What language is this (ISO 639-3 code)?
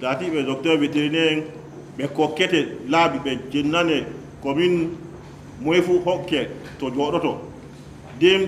ful